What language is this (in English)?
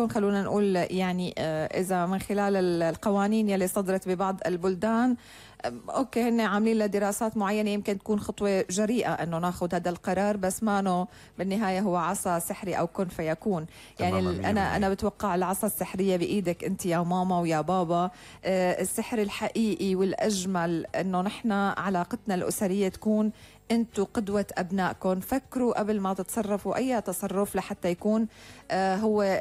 North Levantine Arabic